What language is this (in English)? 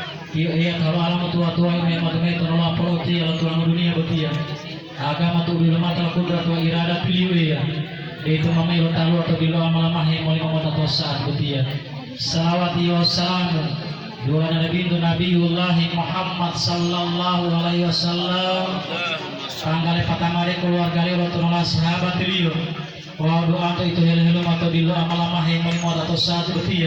Gorontalo